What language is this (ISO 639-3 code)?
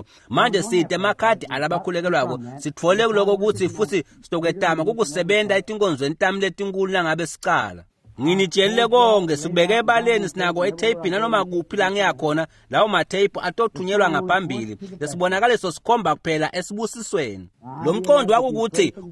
ssw